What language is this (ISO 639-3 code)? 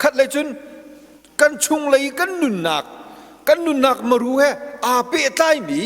cnh